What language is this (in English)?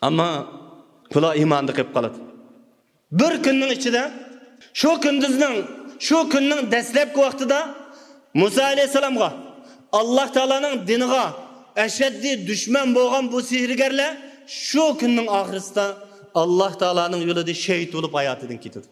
Uyghur